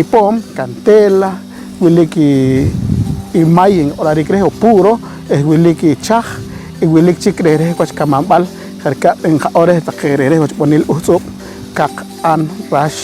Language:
Poqomchi'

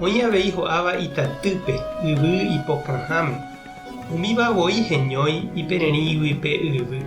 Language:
Guarani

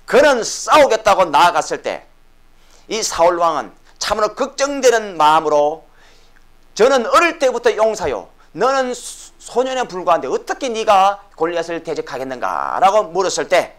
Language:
Korean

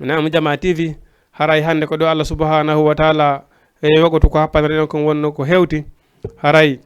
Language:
Fula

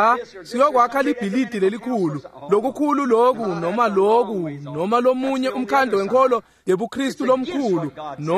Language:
Swati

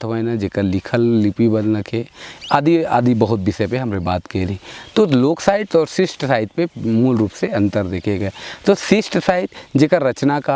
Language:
Sadri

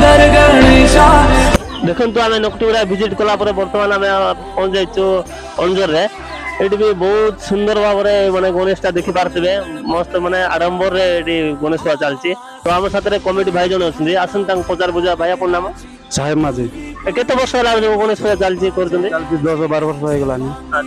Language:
Odia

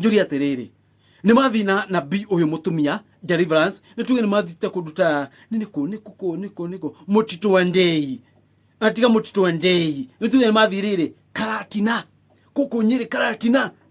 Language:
Kikuyu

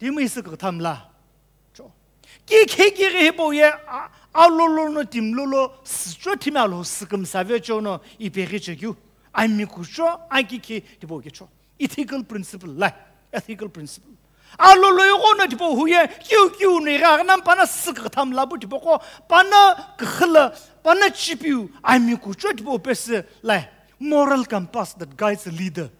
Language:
Sumi Naga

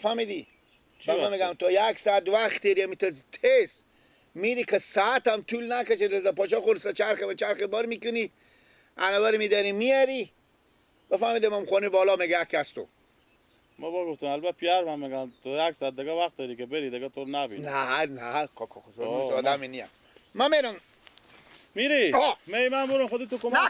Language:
Persian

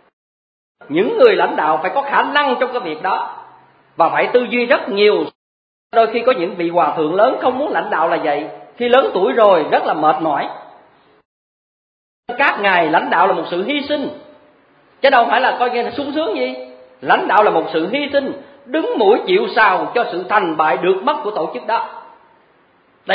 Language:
Vietnamese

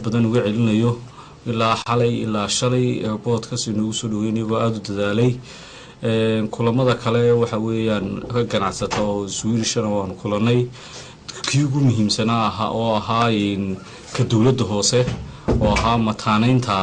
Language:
Somali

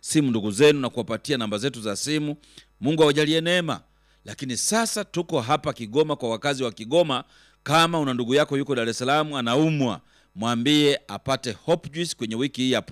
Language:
Swahili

